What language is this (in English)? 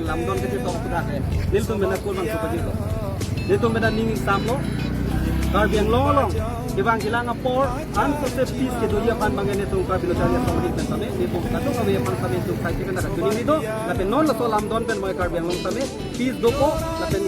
Karbi